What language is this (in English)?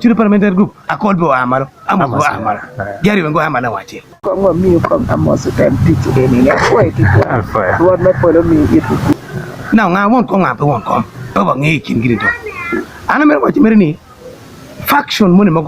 Acoli